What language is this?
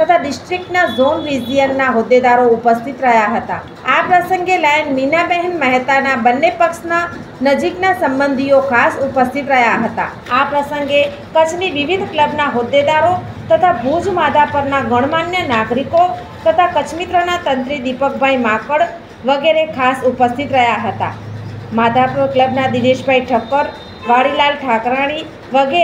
Gujarati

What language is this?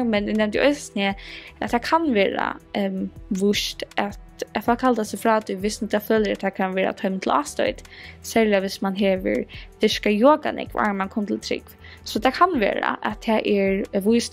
Faroese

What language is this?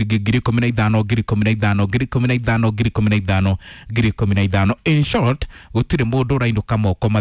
Kikuyu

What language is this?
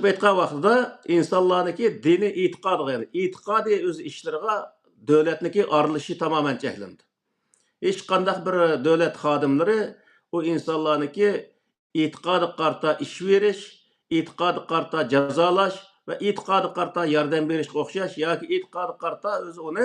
Uyghur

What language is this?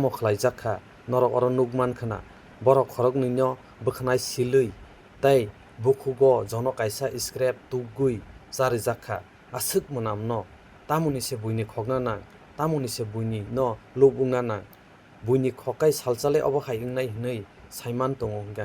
Kok Borok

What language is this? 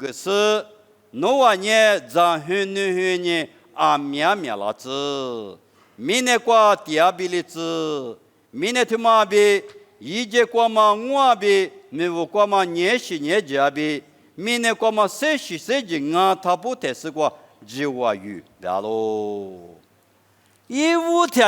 Lisu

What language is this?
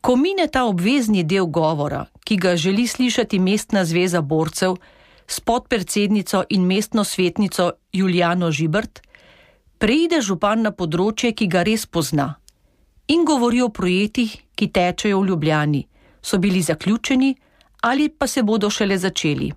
Slovenian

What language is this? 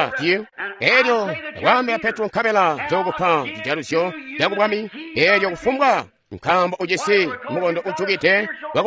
Tonga (Zambia)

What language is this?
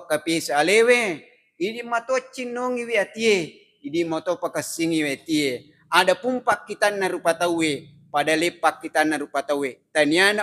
Buginese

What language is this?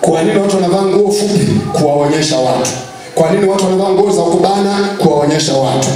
Swahili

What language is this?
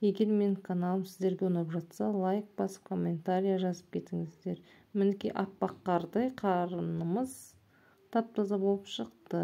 Kazakh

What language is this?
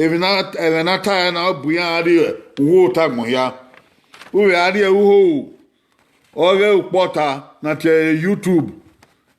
Bini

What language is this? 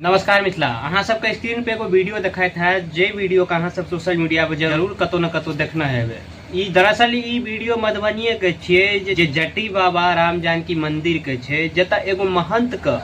Maithili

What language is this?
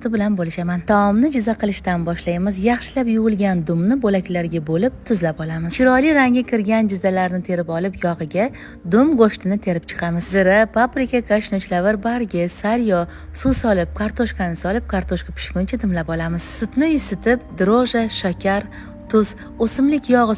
Uzbek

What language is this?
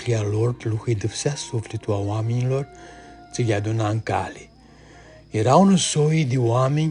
Aromanian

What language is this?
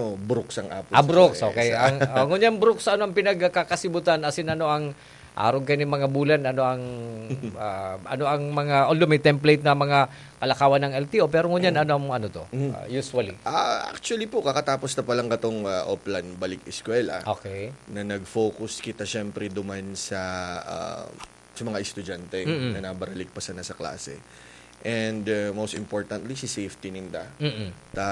Bikol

